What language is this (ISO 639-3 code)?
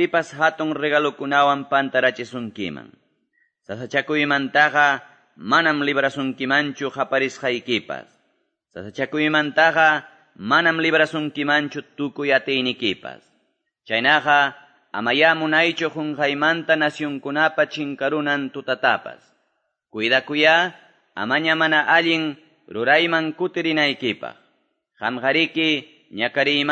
que